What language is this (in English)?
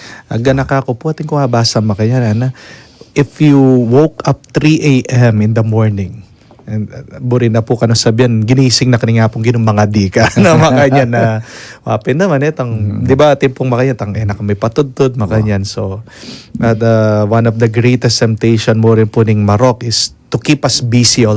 Pampanga